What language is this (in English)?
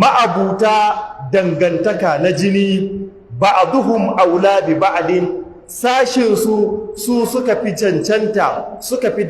Hausa